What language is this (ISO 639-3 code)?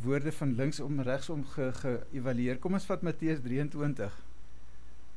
afr